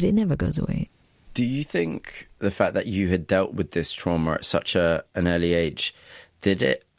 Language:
English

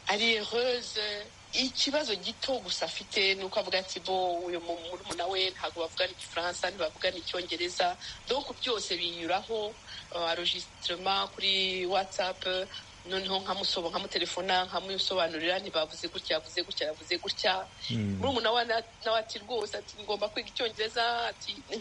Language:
Kinyarwanda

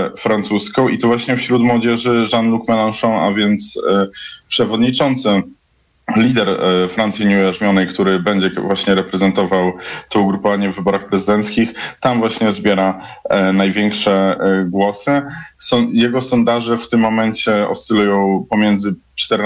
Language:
Polish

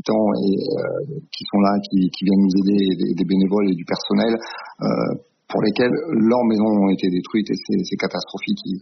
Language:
French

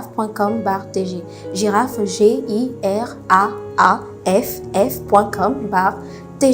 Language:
Ewe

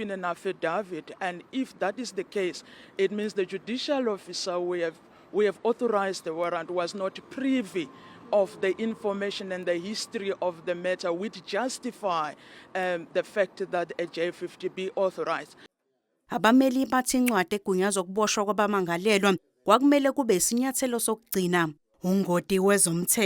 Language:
Zulu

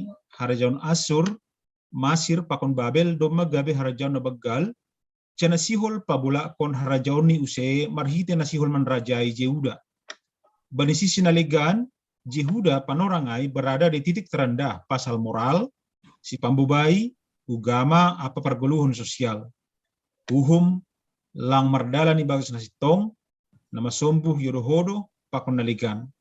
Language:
Batak Simalungun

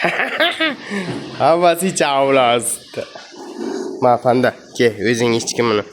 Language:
Uzbek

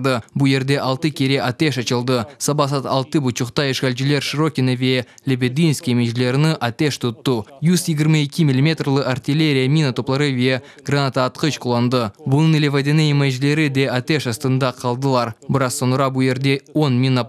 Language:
Crimean Tatar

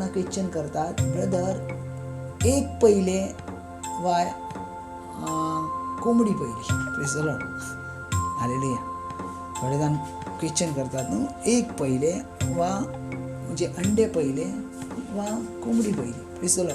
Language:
Konkani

